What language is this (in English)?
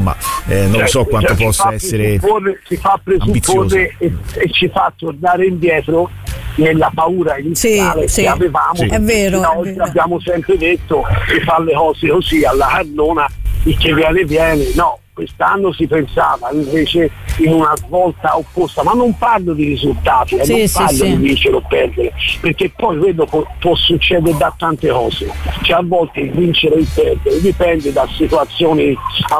Italian